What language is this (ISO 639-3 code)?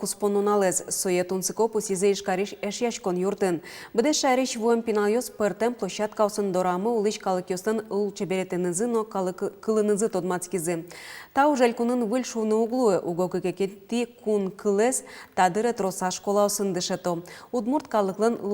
udm